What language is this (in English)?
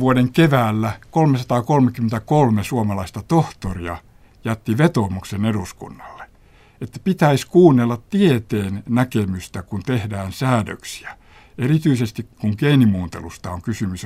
Finnish